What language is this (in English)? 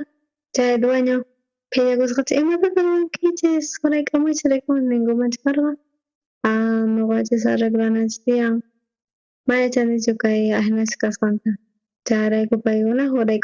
South Bolivian Quechua